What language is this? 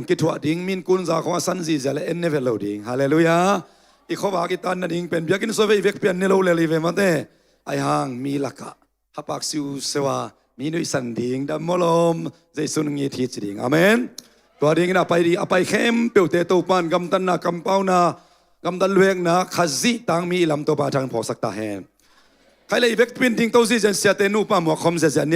Tedim Chin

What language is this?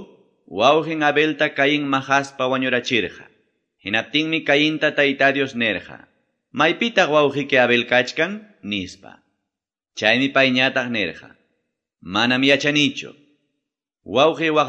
Quechua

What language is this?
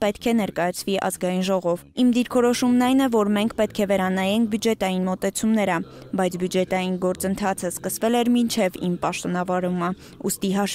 Armenian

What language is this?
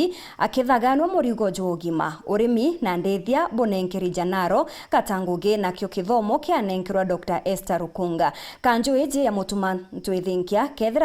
Meru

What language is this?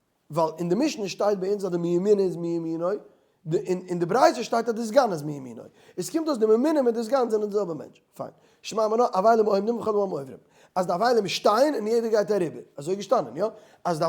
Yiddish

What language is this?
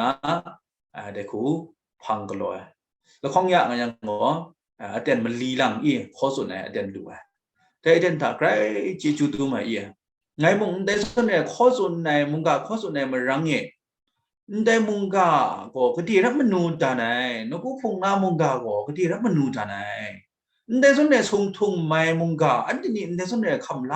Kachin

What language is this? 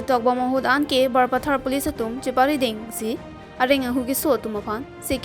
Karbi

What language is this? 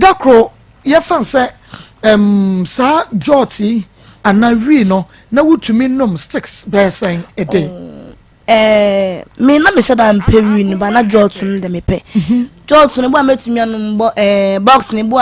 Akan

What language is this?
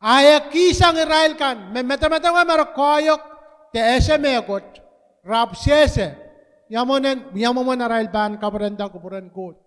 Pohnpeian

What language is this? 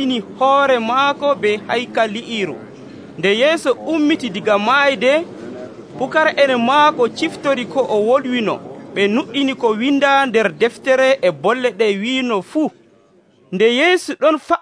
Nigerian Fulfulde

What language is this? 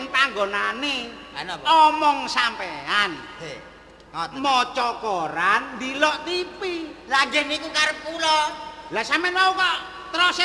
Javanese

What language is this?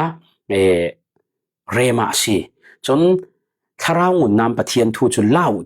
Falam Chin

